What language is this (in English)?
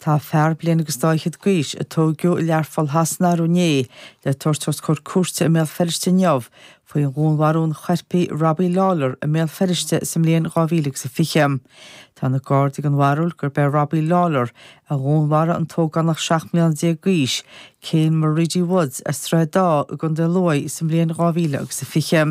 Irish